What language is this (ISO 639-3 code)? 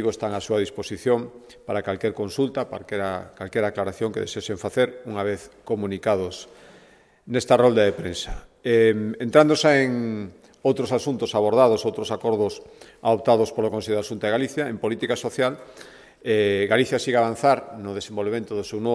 glg